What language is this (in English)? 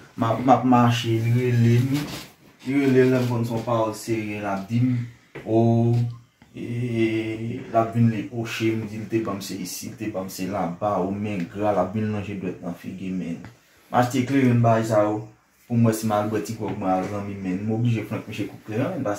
Haitian Creole